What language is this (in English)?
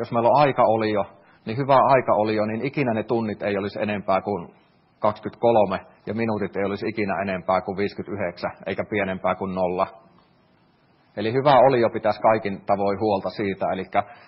Finnish